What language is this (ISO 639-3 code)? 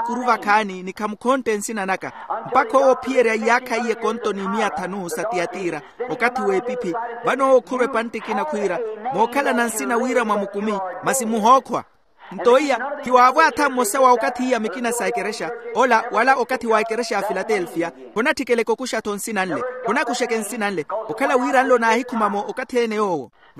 vmw